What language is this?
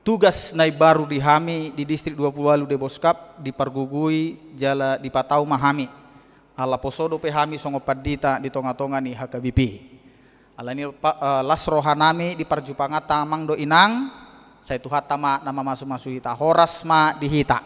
Batak Toba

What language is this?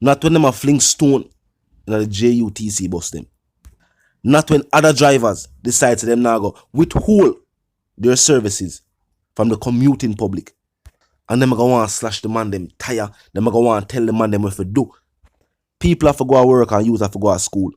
Jamaican Creole English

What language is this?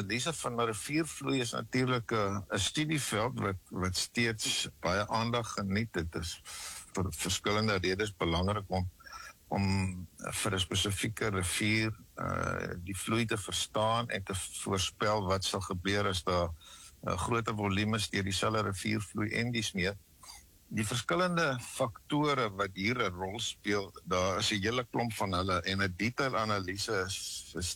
Afrikaans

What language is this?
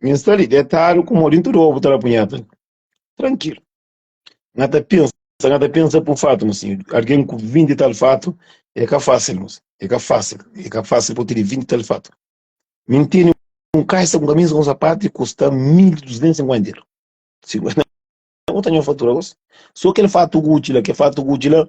Kabuverdianu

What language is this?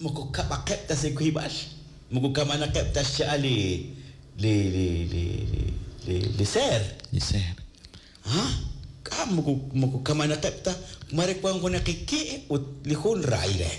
Kekchí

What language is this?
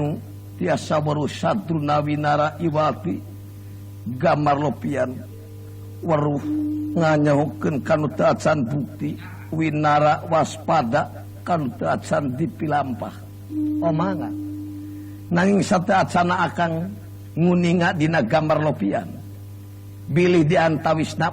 Sundanese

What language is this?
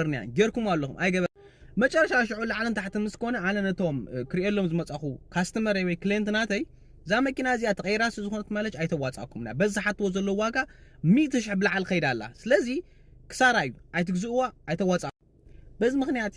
Tigrinya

